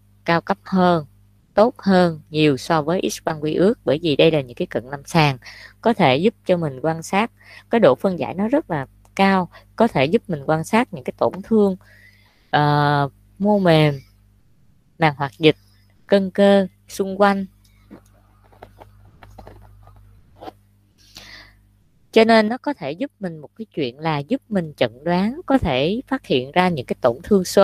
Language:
Vietnamese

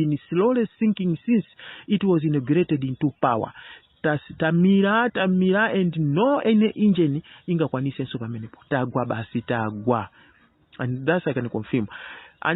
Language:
Nyanja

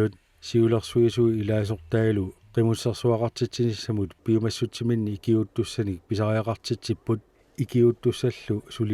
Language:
Kalaallisut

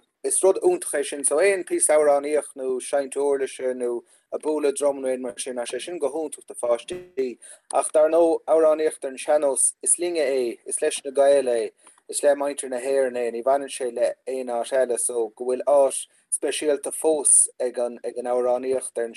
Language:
Irish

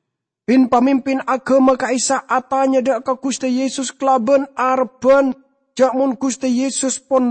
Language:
Madurese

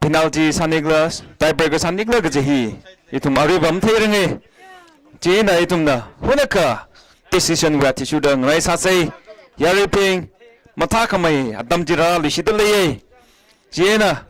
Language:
Tangkhul Naga (India)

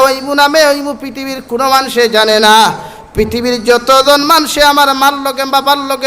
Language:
Sylheti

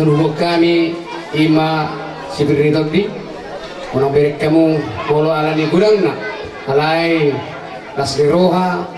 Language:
Batak Toba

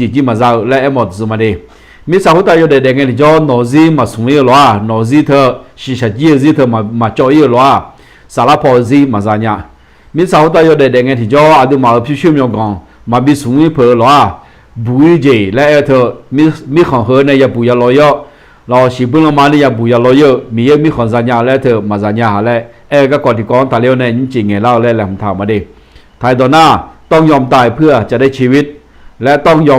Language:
Akha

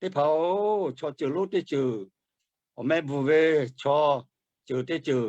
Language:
Lahu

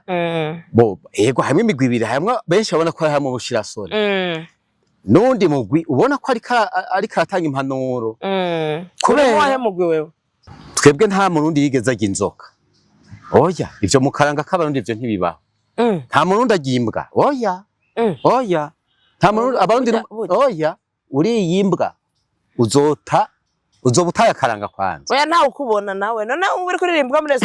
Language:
Rundi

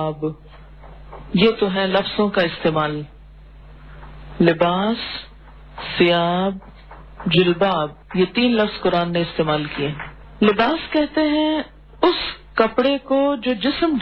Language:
Urdu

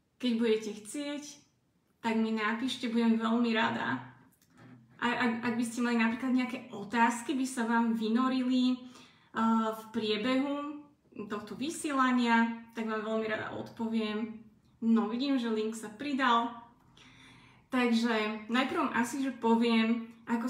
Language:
Slovak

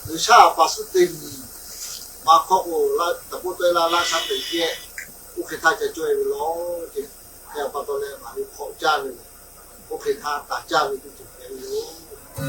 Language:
Lahu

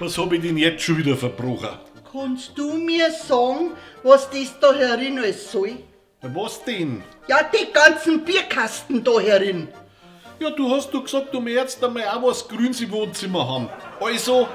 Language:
Bavarian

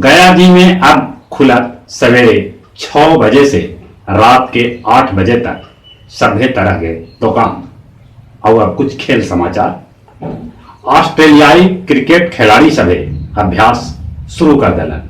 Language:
Magahi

